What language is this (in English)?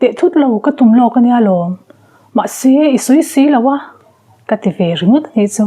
Mizo